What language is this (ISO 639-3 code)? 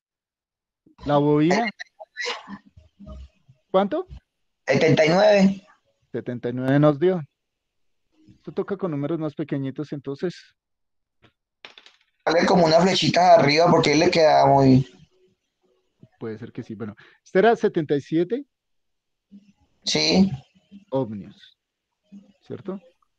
spa